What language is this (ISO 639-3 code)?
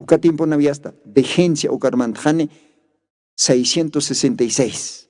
aym